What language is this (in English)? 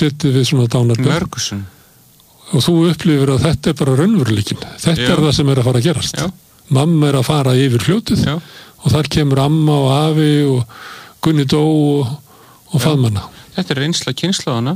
Icelandic